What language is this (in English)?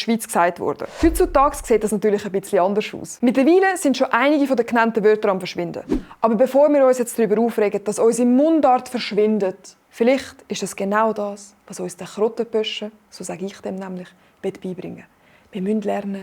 Swiss German